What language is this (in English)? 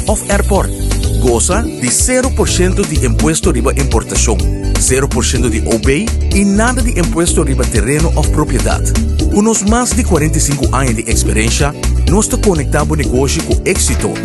Papiamento